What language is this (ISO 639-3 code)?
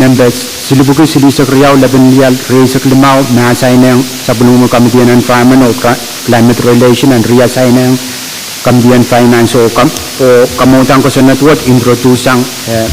pon